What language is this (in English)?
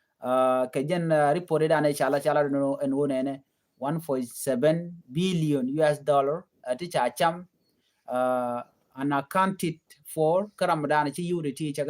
Nuer